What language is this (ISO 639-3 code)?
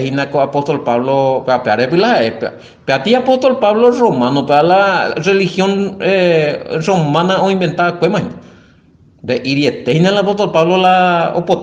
grn